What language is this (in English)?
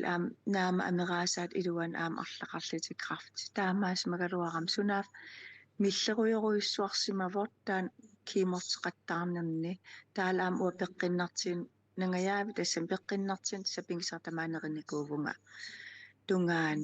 Kalaallisut